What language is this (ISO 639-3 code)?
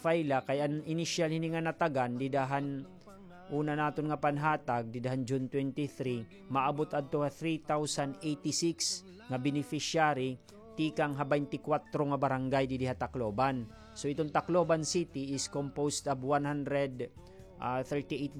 war